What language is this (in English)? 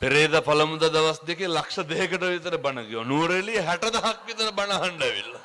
Sinhala